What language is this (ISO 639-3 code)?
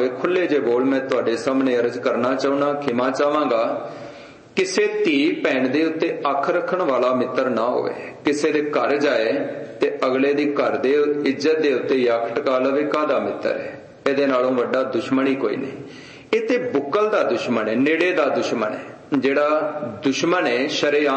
pan